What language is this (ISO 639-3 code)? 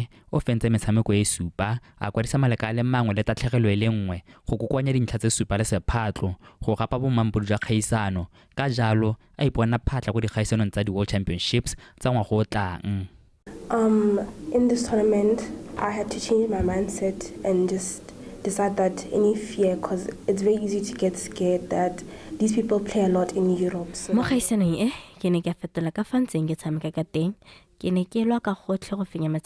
tsn